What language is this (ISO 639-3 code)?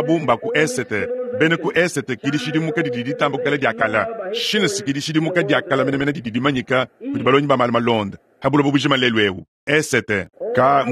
lua